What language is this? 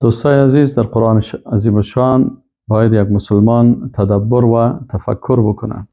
Persian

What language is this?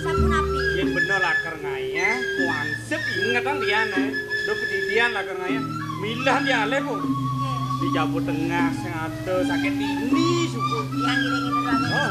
Balinese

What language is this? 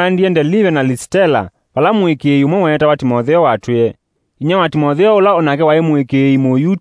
Kamba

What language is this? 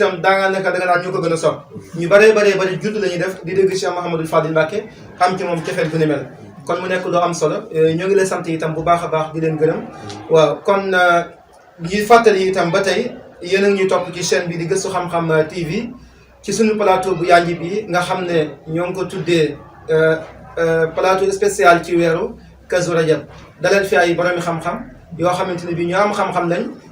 Wolof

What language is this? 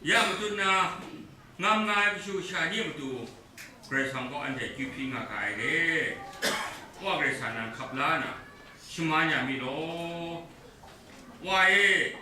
Kachin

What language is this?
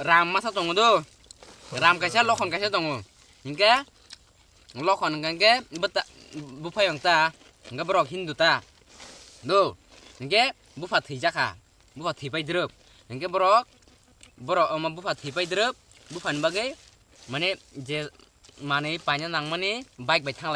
Kok Borok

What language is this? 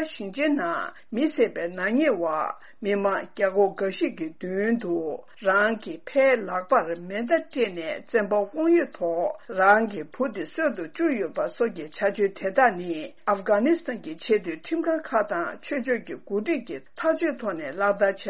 Tibetan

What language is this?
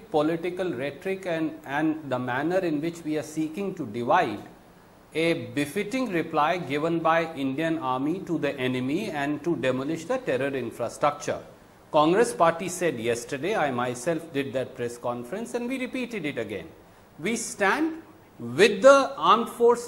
English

